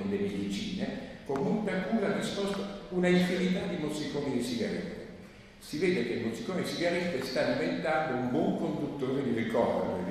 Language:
Italian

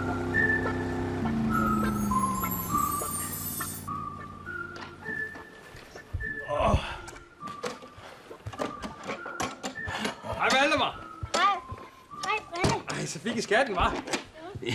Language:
Danish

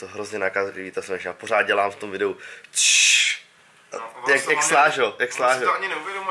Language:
Czech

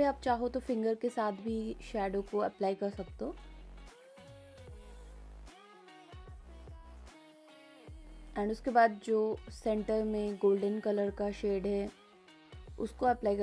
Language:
Hindi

